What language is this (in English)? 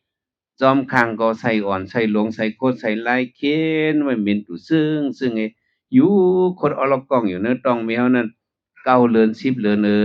Shan